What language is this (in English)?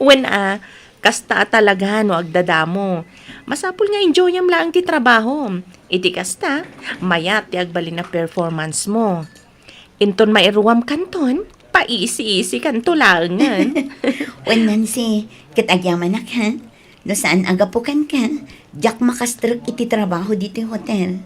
Iloko